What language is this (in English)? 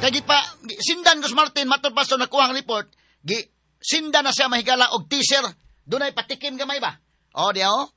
Cebuano